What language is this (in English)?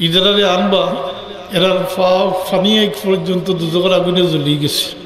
Sylheti